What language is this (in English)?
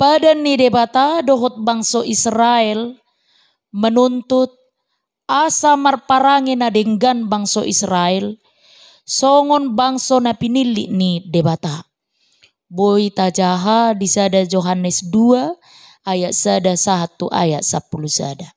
Batak Toba